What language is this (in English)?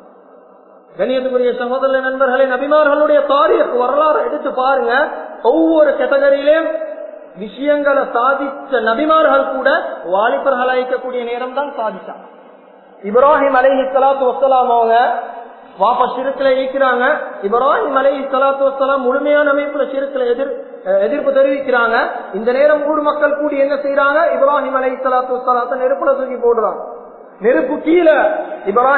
Tamil